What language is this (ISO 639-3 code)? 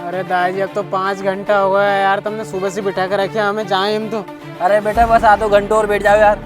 raj